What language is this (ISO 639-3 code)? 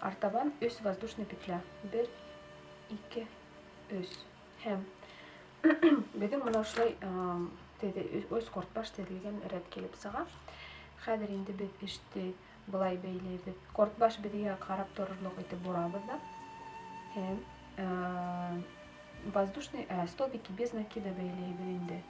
bak